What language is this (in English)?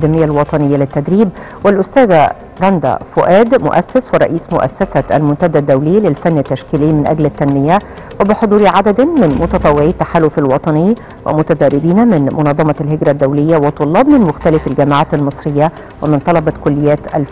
Arabic